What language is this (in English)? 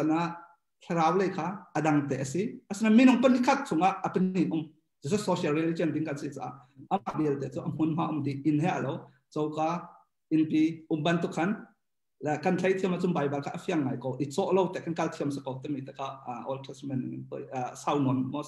Hakha Chin